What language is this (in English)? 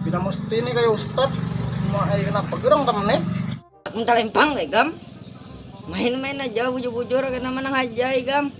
Banjar